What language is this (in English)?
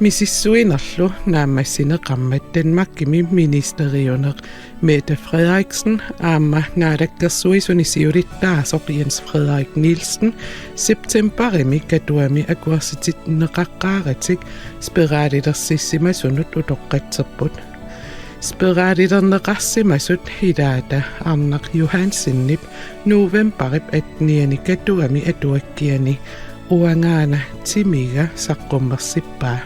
Kalaallisut